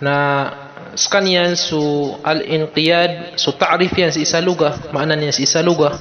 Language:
Maranao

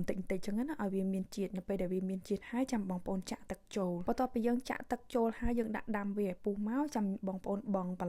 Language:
Khmer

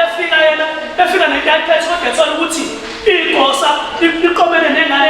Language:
Zulu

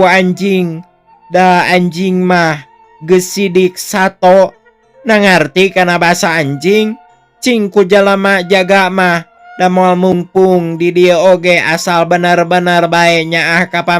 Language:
Sundanese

